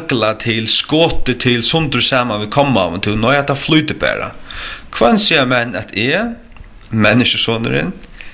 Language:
Faroese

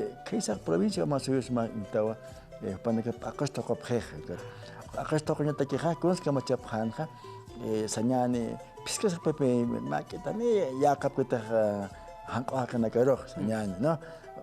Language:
Aymara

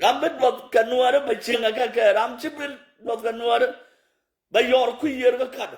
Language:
Nuer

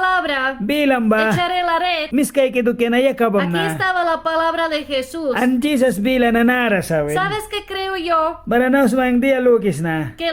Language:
Mískito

